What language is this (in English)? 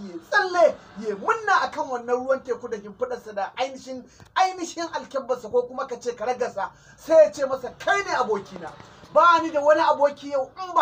Hausa